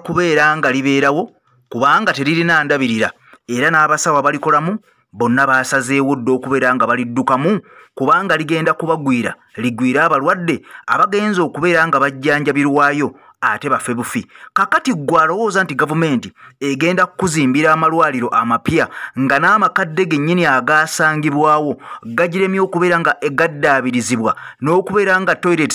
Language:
Ganda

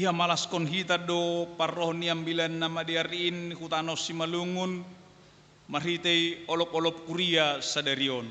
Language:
Batak Simalungun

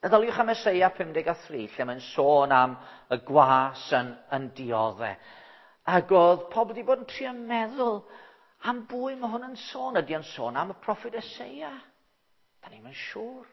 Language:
Welsh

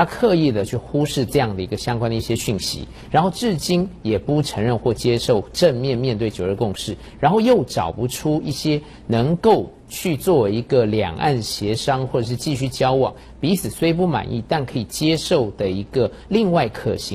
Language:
Chinese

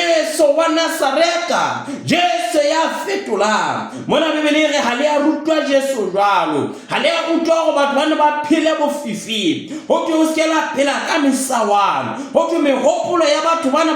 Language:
Southern Sotho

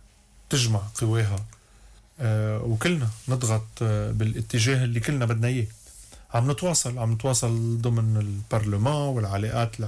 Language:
North Levantine Arabic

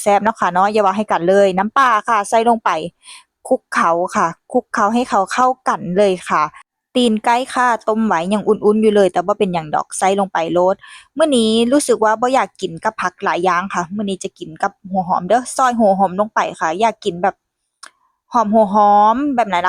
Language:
Northeastern Thai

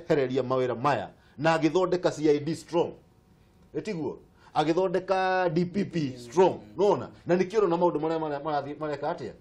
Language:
Kikuyu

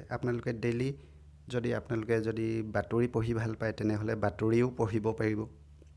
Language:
Assamese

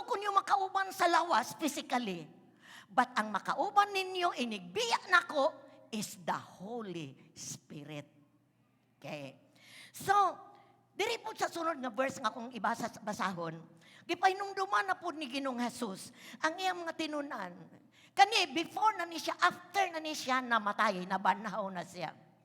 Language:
Cebuano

